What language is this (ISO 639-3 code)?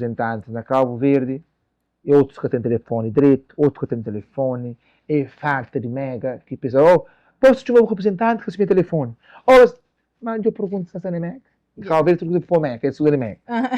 kea